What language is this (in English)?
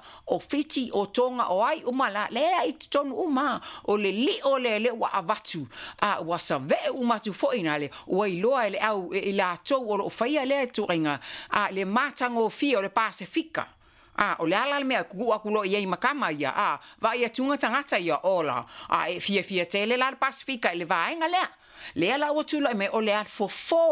Samoan